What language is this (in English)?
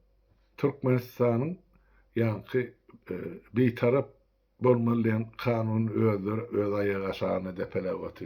Turkmen